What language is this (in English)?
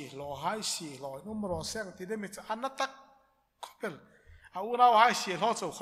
Hmar